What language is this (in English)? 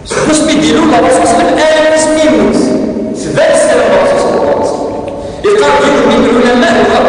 Kabyle